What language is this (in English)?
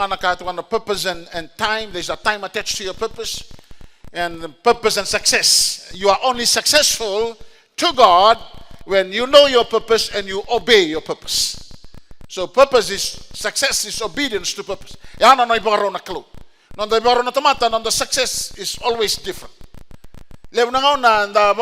Fijian